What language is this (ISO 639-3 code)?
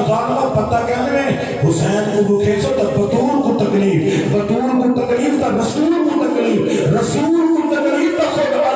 skr